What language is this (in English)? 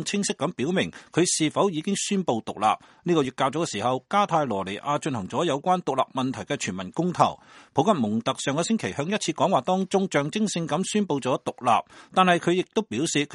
Cantonese